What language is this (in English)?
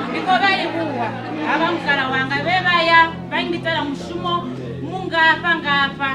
Venda